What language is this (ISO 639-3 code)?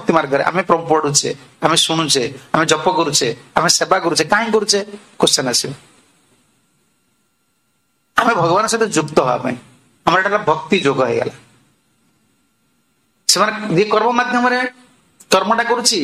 ori